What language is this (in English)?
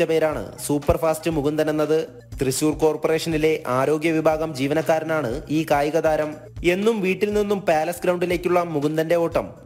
Malayalam